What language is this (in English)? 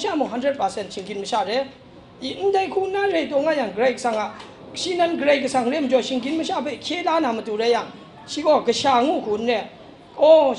Kachin